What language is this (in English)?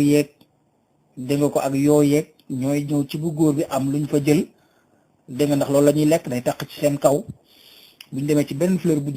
Wolof